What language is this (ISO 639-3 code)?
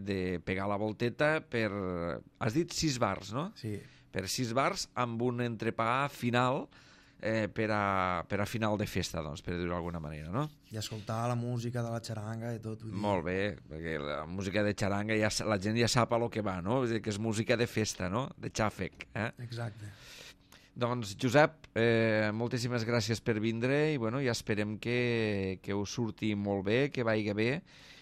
cat